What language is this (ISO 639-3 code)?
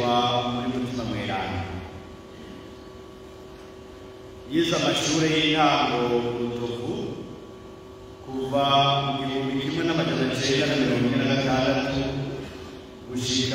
run